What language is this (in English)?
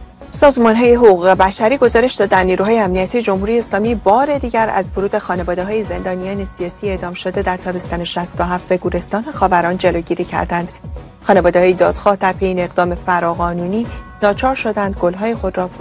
Persian